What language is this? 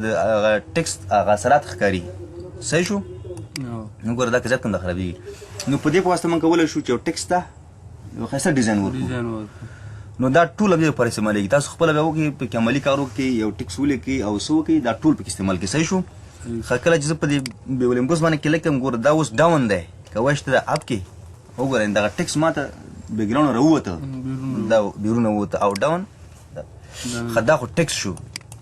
Pashto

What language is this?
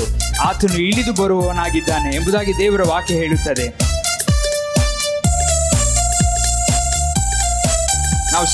Kannada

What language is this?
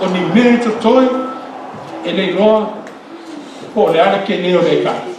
Samoan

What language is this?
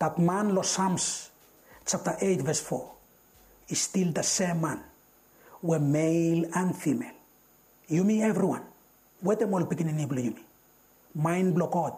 Bislama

